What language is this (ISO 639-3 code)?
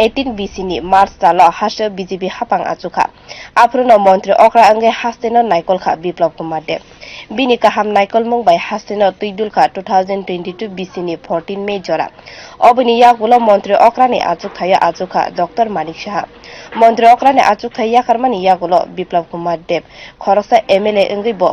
trp